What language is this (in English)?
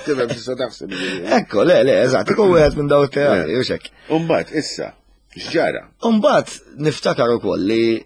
Maltese